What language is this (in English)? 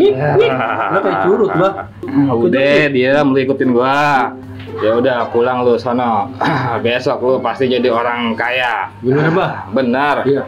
Betawi